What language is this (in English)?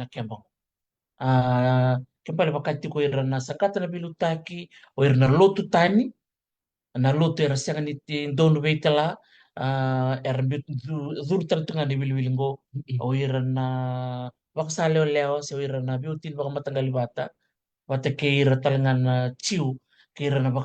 Fijian